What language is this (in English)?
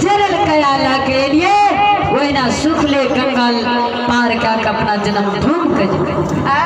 Maithili